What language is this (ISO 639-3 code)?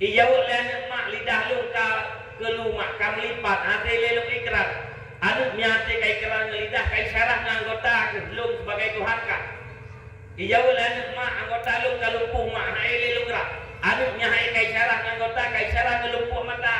ace